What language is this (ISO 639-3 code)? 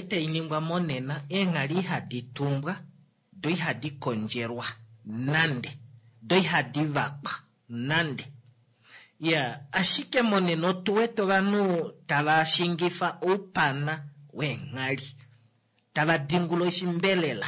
kua